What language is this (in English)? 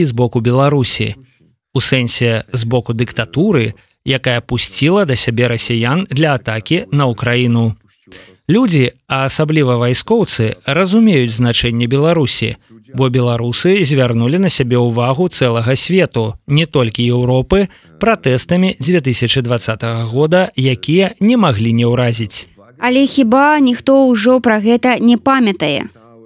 Belarusian